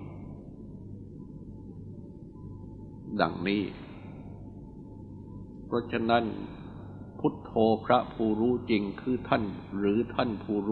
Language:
Thai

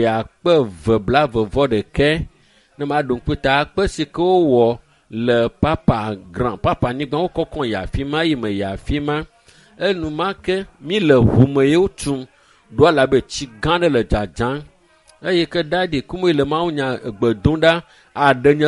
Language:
Ewe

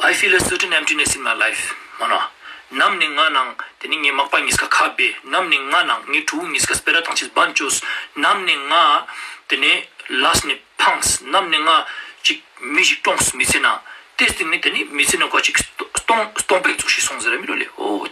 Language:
Ladakhi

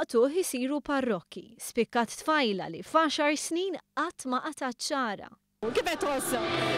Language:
Maltese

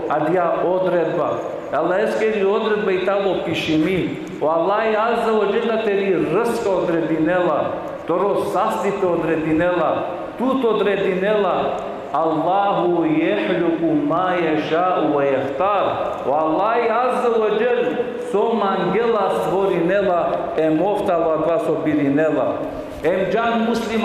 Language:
Balkan Romani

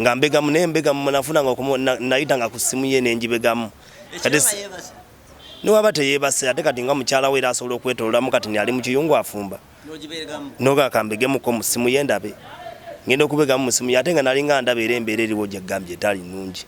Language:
Ganda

